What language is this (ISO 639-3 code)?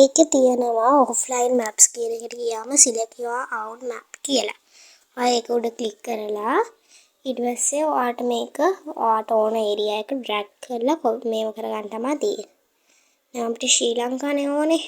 sin